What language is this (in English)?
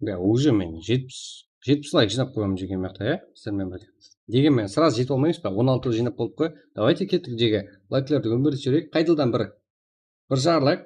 Kara-Kalpak